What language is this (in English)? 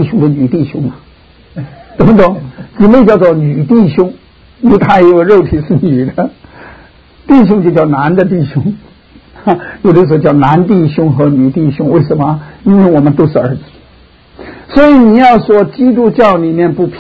Chinese